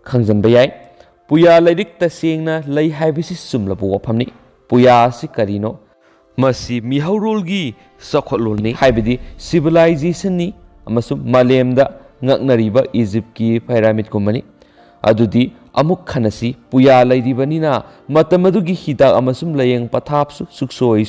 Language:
Manipuri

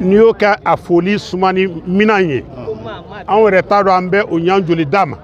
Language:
Bambara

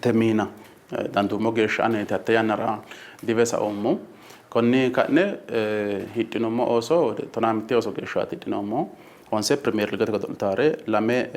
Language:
Sidamo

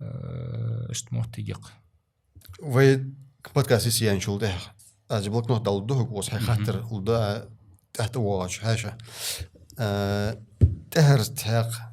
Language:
Ingush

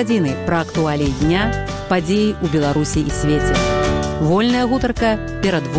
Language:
Belarusian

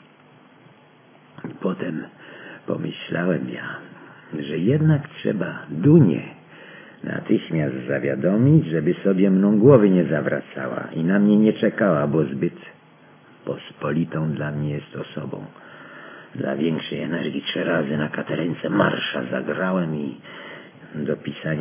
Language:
Polish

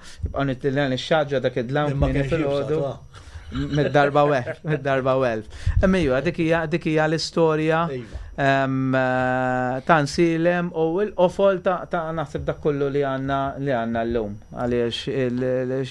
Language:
Maltese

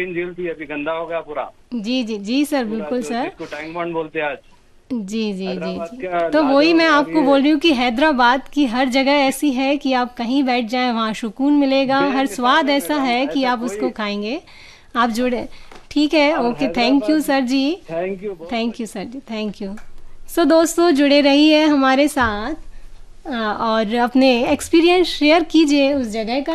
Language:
Hindi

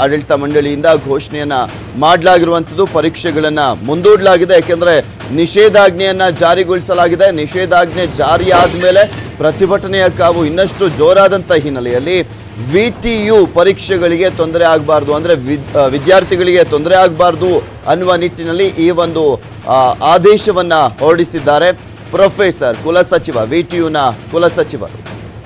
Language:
Kannada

